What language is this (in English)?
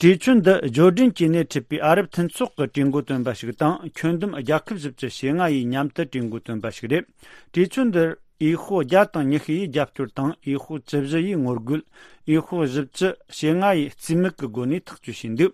Tibetan